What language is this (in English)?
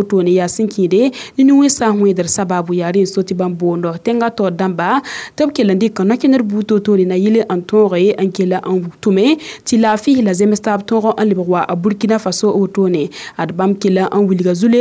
Mossi